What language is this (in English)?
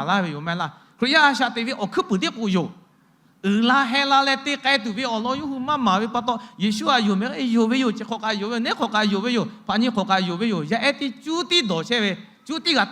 Lahu